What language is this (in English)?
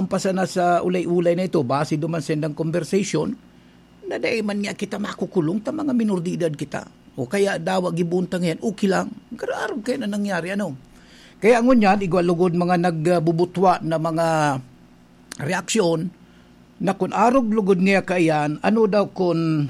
Bikol